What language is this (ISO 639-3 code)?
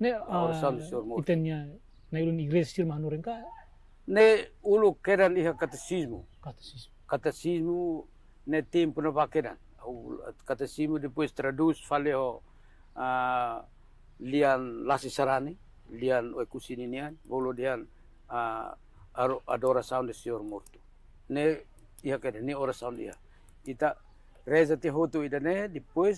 tet